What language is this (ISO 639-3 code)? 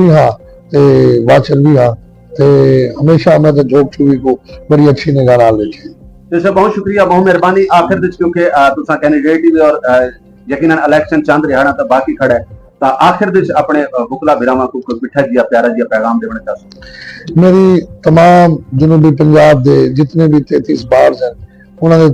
skr